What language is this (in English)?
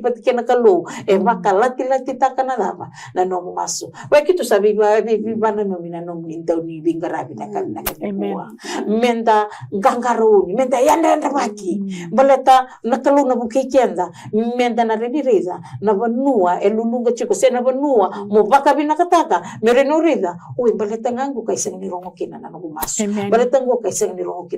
Fijian